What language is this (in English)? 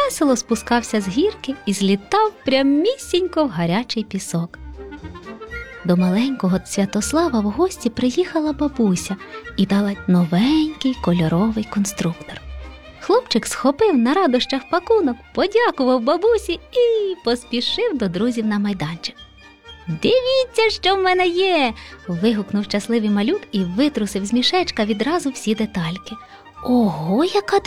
Ukrainian